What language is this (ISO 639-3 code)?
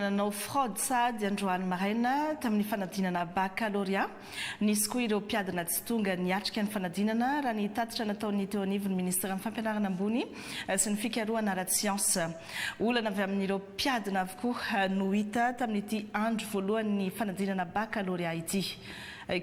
mlg